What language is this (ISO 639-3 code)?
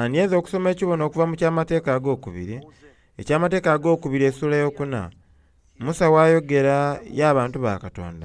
xog